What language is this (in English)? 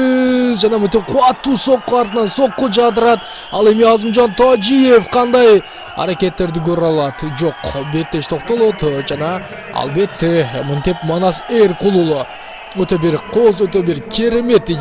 Kyrgyz